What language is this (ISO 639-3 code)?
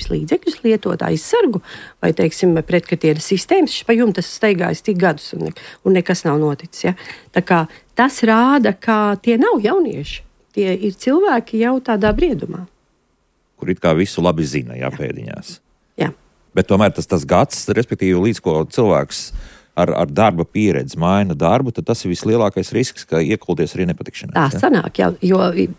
lav